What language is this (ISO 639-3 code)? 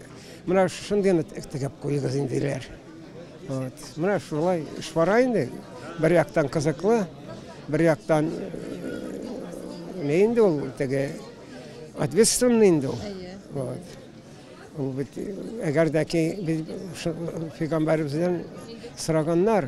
tat